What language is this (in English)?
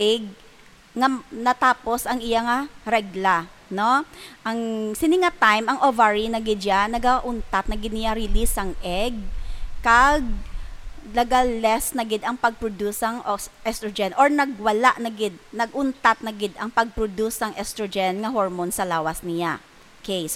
Hiligaynon